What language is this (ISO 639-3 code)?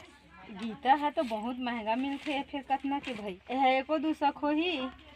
hne